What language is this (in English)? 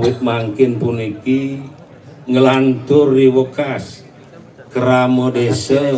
Balinese